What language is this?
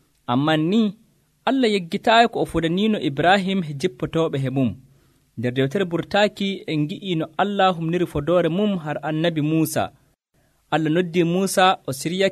Nigerian Fulfulde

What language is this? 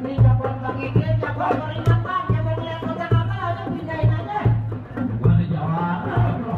Betawi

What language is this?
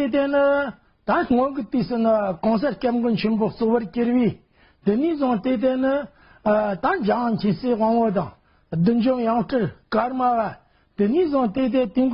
Tibetan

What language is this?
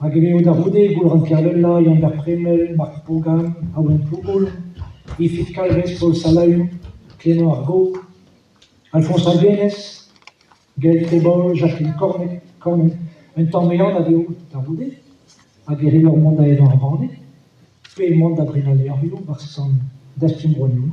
Breton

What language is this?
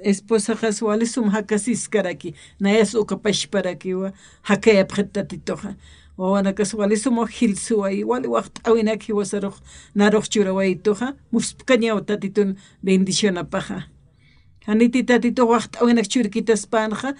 Aymara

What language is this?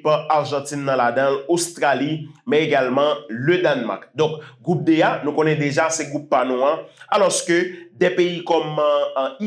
Haitian Creole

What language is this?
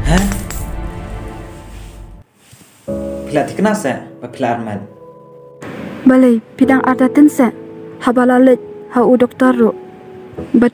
Khasi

